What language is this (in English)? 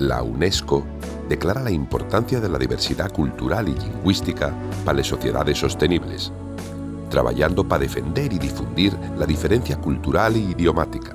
Asturian